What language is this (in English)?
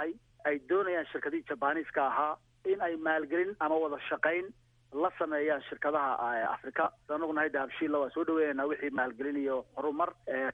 Somali